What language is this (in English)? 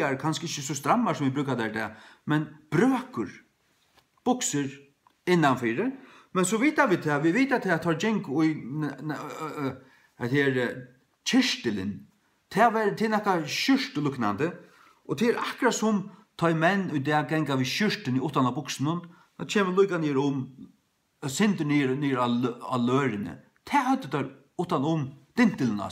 Faroese